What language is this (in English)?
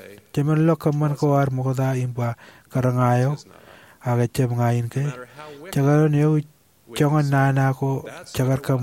Marshallese